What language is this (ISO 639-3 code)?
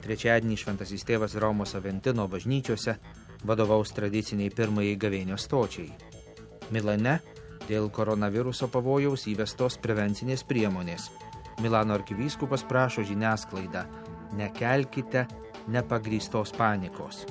lit